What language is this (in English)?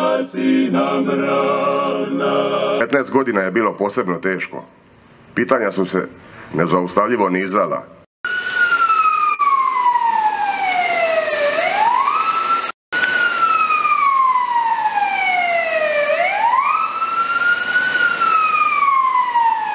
Croatian